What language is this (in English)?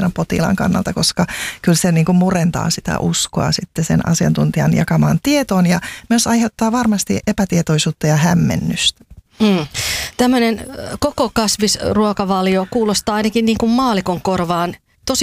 Finnish